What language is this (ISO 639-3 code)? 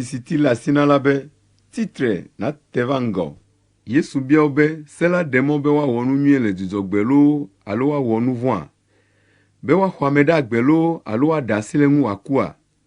ewe